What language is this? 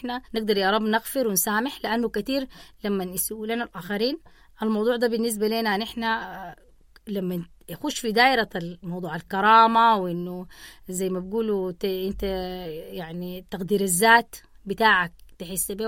Sudanese Arabic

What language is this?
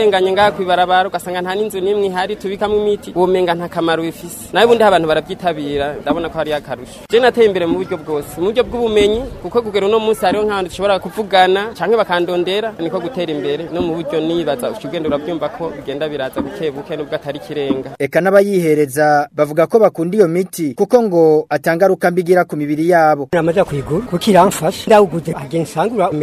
Rundi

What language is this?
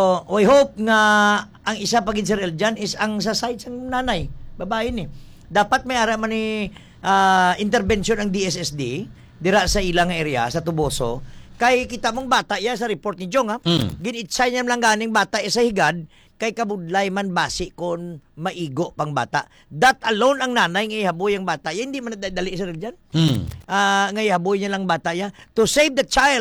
Hiligaynon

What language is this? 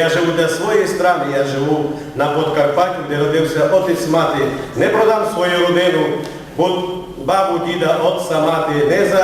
Rusyn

